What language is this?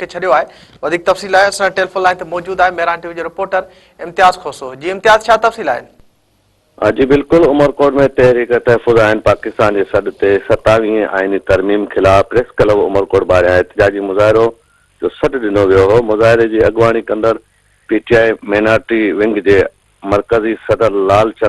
Sindhi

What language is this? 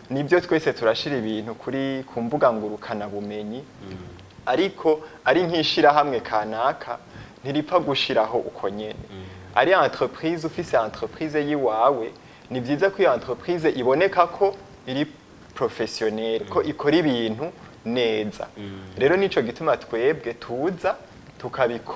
Rundi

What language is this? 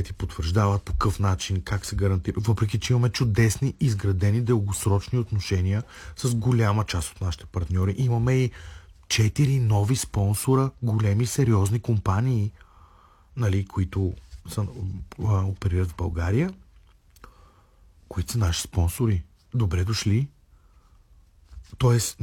Bulgarian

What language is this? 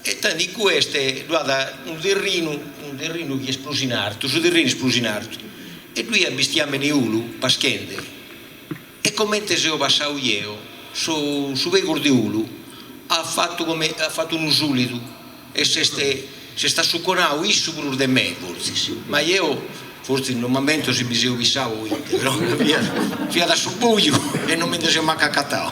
Sardinian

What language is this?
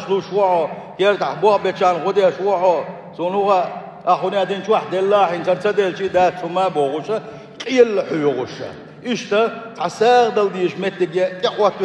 Chechen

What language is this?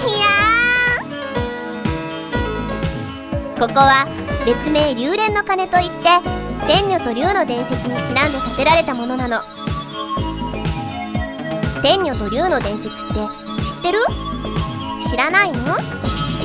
Japanese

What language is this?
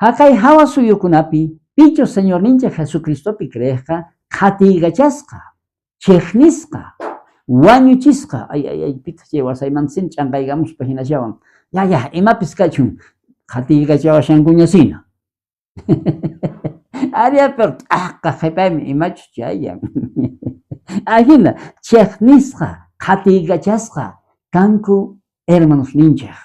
South Bolivian Quechua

